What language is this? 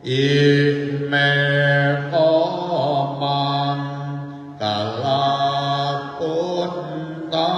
Pali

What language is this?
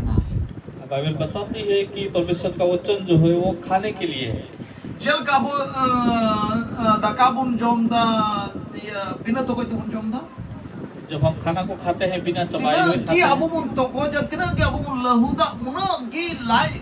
Santali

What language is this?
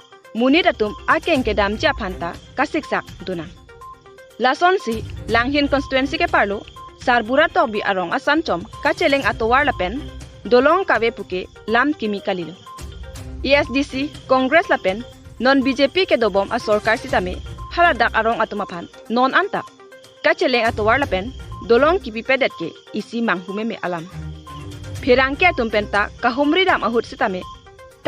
Karbi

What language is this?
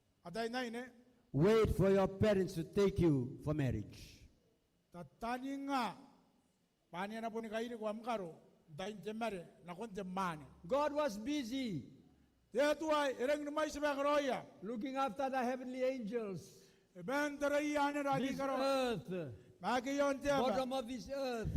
Gilbertese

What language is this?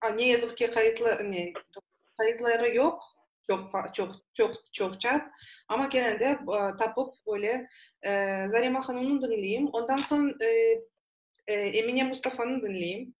Crimean Tatar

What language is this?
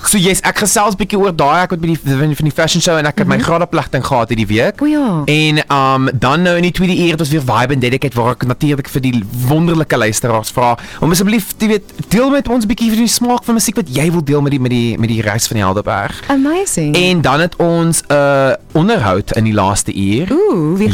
Afrikaans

